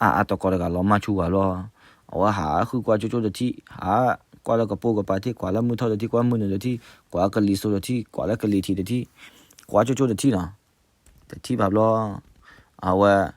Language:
S'gaw Karen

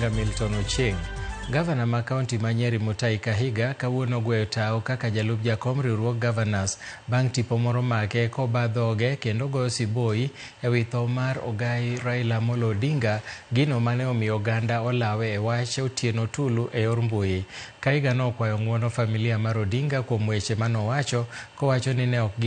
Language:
Luo (Kenya and Tanzania)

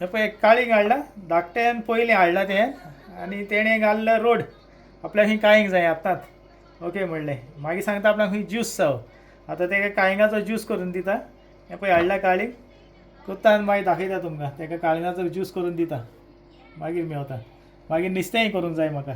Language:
Konkani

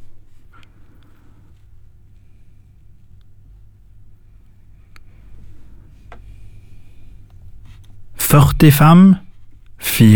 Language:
Norwegian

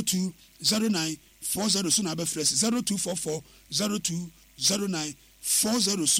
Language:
Akan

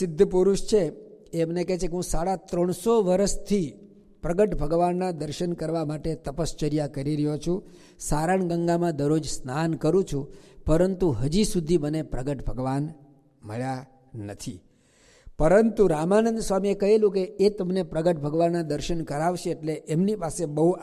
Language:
Gujarati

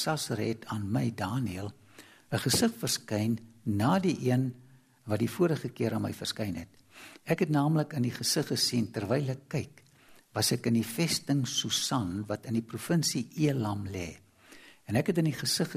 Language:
Afrikaans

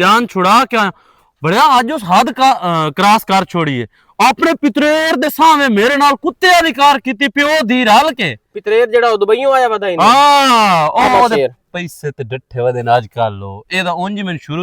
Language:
Western Panjabi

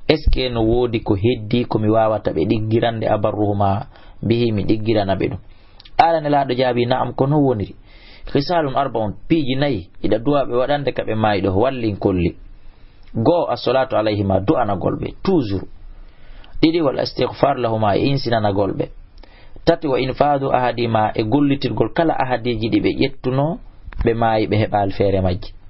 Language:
Fula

